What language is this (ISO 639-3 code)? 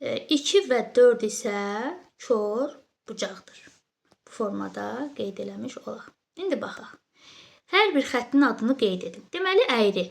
aze